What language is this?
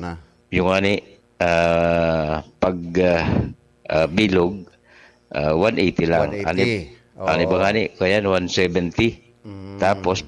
Bikol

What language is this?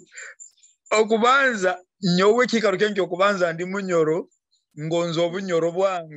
Nyoro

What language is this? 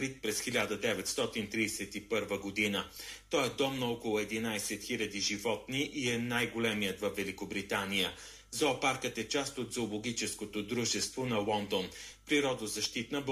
Bulgarian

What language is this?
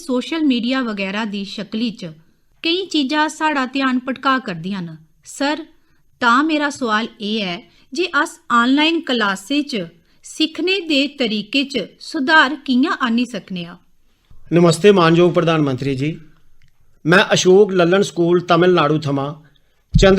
Dogri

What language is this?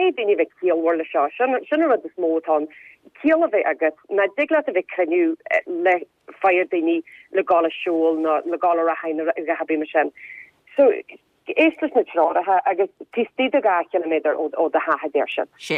Irish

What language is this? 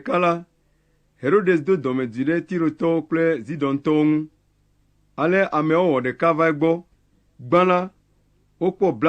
Ewe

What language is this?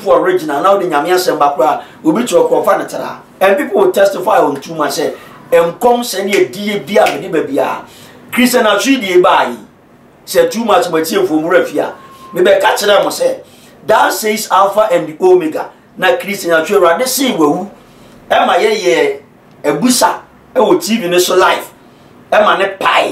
Akan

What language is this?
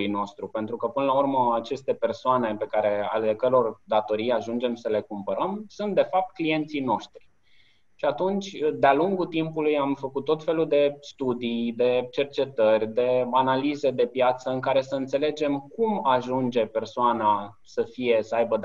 Romanian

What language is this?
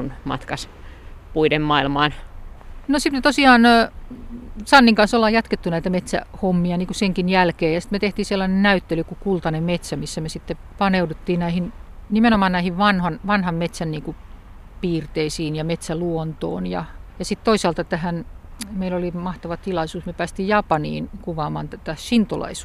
Finnish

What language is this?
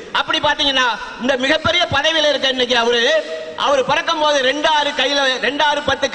Tamil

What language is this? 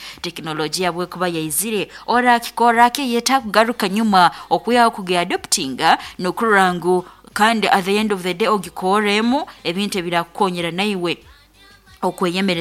Nyoro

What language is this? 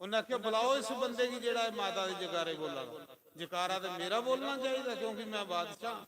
Dogri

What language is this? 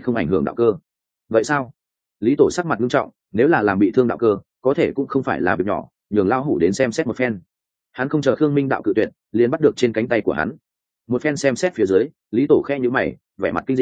Vietnamese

